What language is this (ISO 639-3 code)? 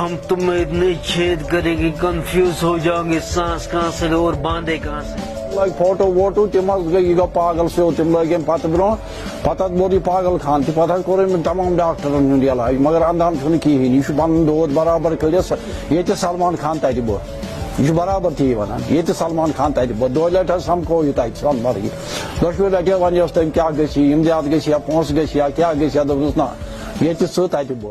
kas